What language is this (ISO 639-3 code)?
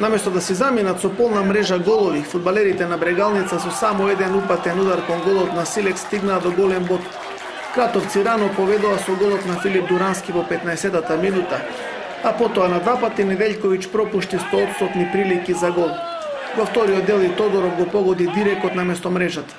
mkd